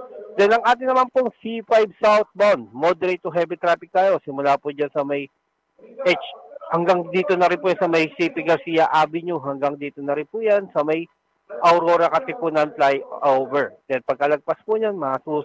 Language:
Filipino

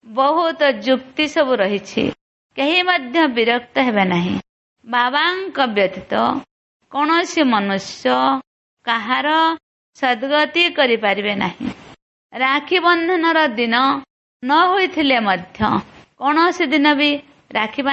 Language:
Odia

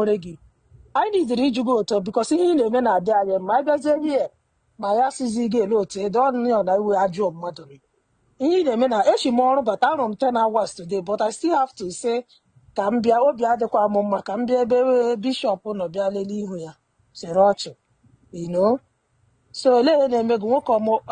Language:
Igbo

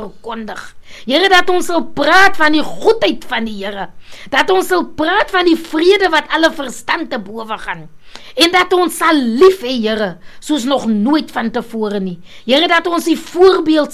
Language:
Afrikaans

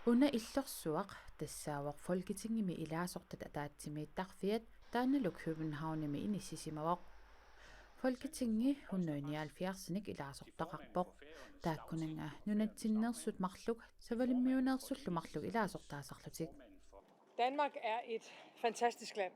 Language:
Kalaallisut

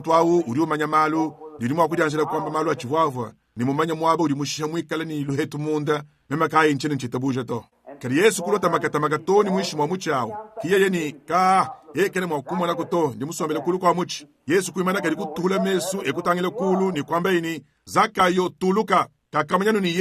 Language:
Luba-Lulua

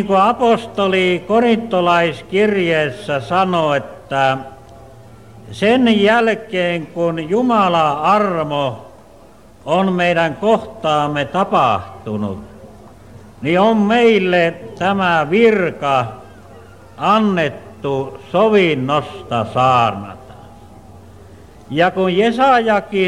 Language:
Finnish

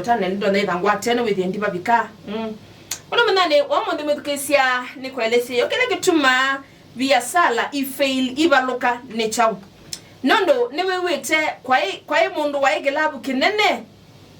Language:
Kamba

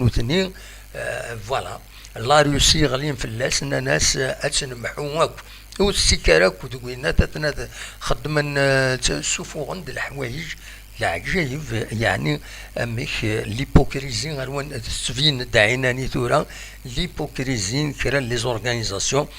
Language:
Kabyle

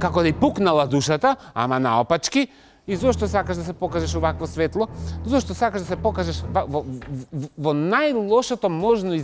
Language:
Macedonian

